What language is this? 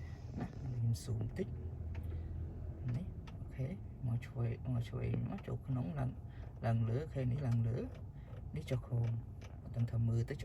Khmer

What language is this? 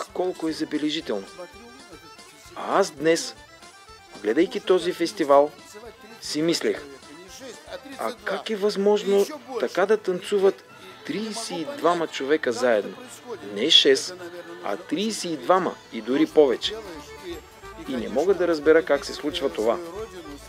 Bulgarian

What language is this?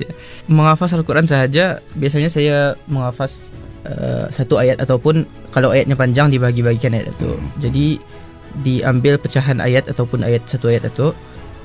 Malay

